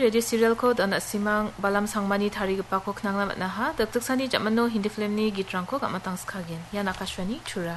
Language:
Garo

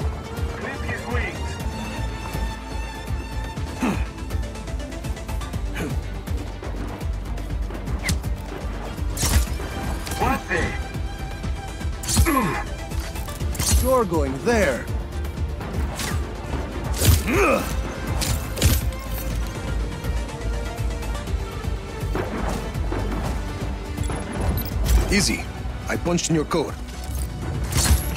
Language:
English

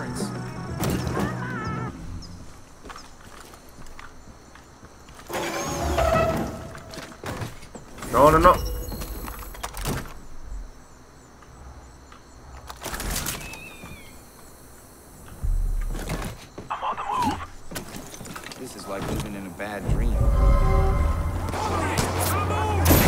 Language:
English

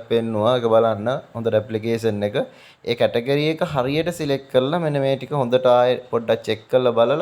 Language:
Sinhala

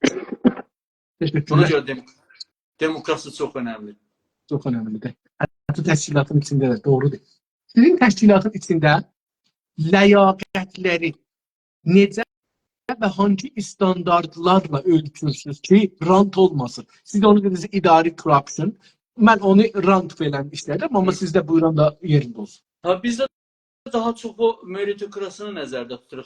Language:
South Azerbaijani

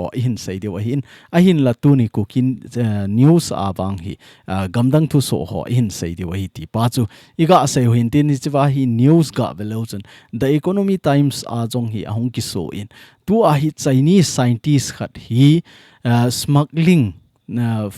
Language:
Thado Chin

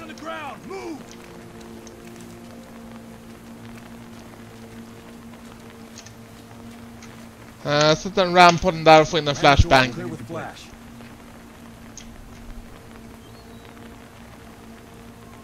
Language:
Swedish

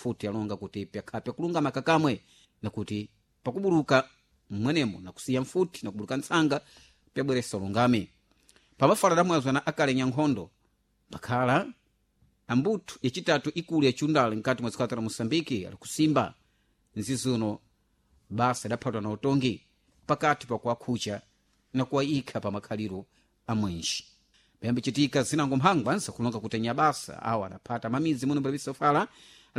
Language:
Sena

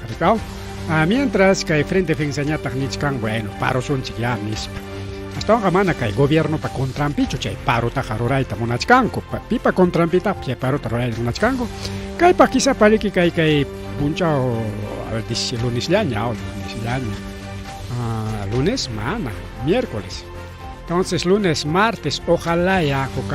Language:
Ayacucho Quechua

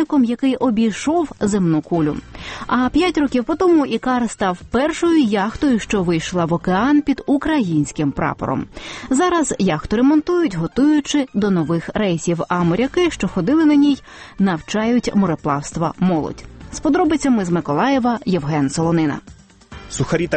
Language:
Ukrainian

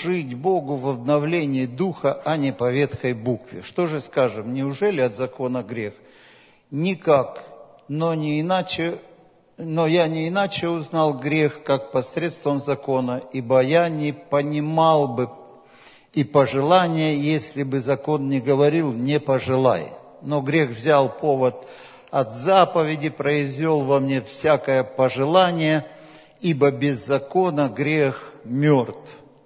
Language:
Russian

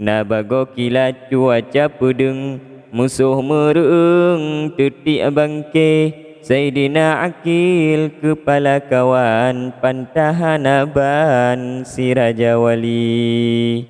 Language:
Achinese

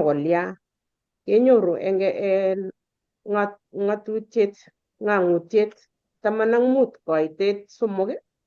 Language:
Kalenjin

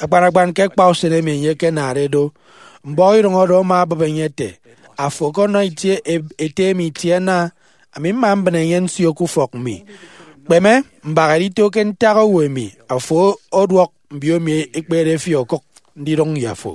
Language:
Efik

